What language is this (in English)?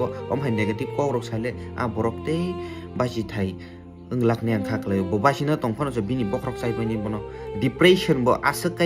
Kok Borok